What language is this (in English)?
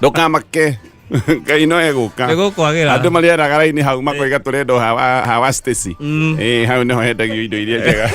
Kikuyu